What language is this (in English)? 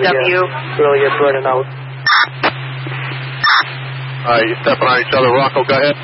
English